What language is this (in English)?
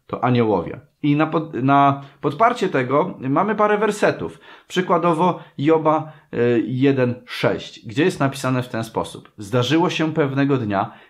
Polish